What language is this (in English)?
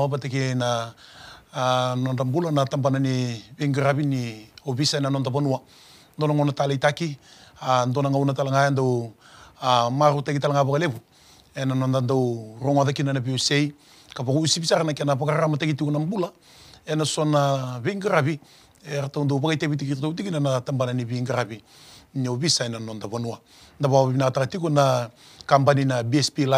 Fijian